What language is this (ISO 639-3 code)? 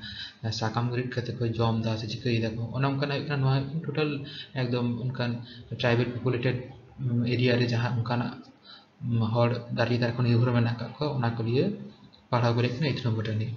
sat